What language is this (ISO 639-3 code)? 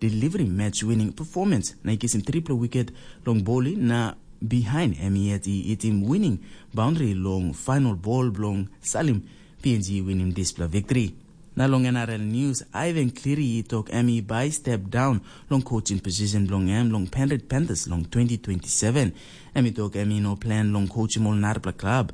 tpi